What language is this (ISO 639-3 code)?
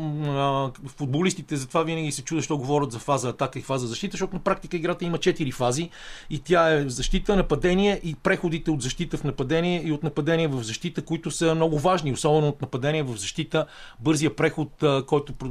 bul